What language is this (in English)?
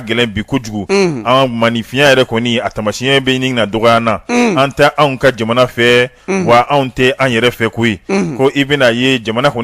Bambara